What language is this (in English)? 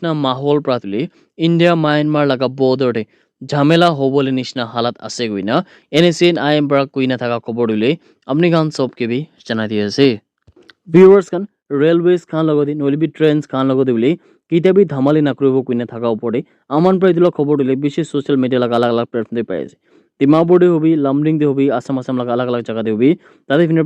Naga Pidgin